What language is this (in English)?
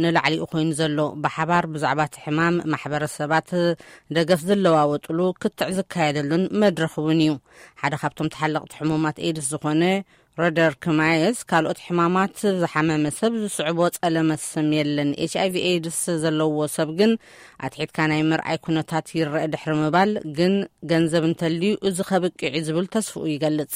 Tigrinya